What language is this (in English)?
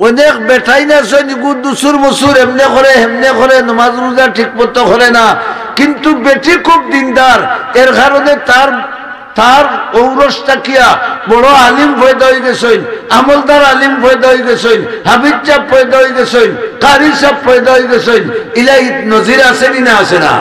Sylheti